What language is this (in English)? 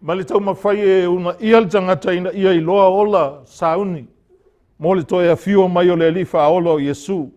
Samoan